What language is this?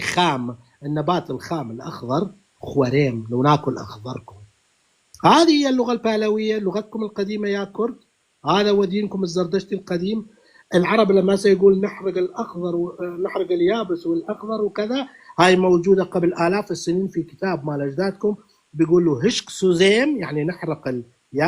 North Levantine Arabic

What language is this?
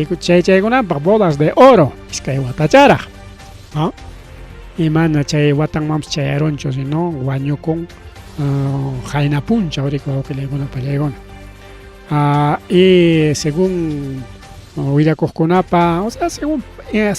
Ayacucho Quechua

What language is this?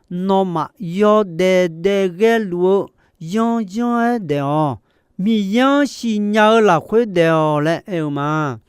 Akha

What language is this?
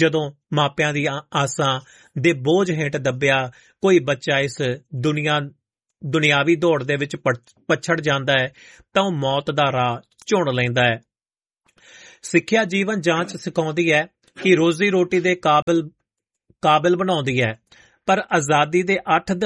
Punjabi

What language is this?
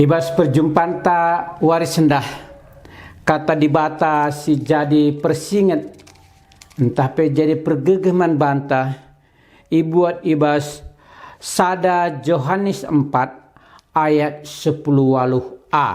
Batak Karo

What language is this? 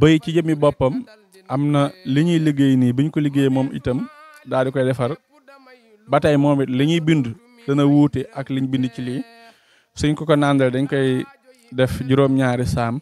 Wolof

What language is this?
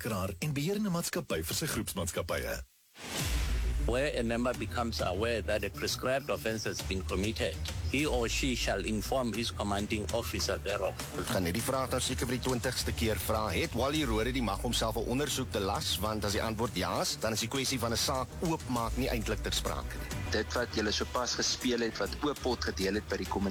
Afrikaans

